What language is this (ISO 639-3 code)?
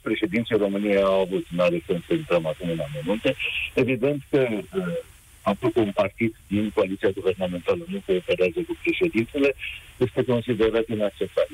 ron